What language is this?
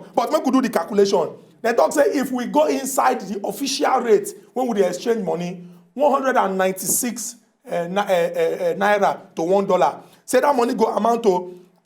Nigerian Pidgin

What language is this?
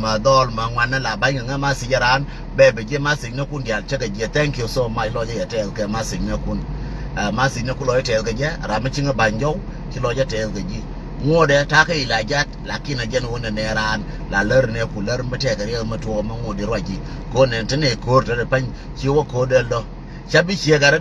Nuer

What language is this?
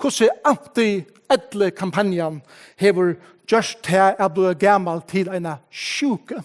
Faroese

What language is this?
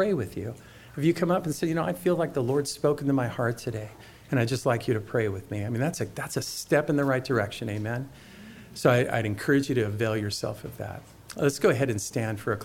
English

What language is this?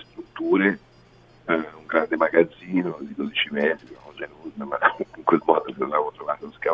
Italian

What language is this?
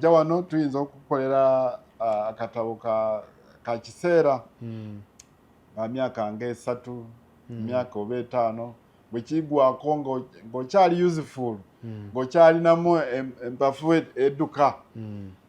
Ganda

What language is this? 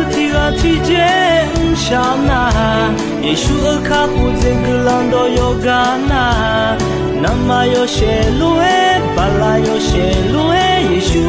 Akha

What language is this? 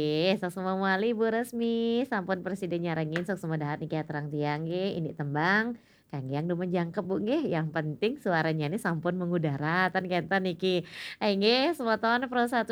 Balinese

